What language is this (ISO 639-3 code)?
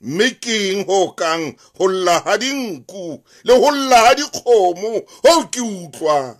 sot